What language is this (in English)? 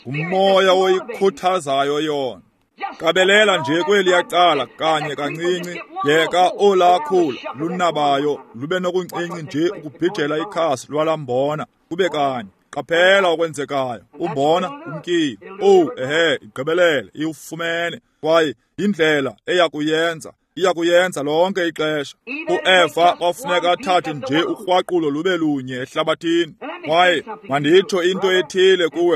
Xhosa